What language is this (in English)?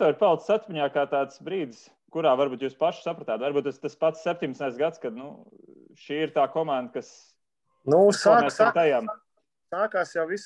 Latvian